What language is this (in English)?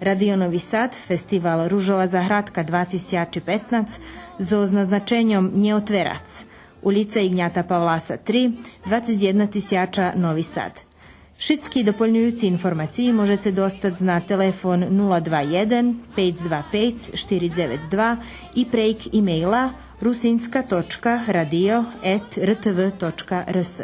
Rusyn